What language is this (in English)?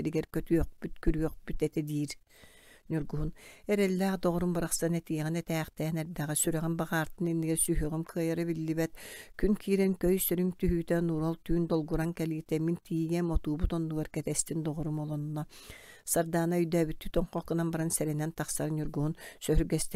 Yakut